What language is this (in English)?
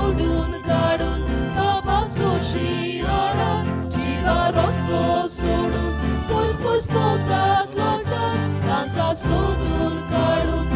Konkani